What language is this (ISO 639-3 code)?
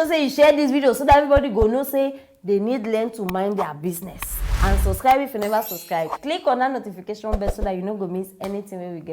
pcm